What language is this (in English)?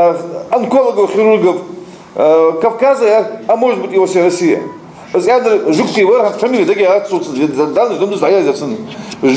Ingush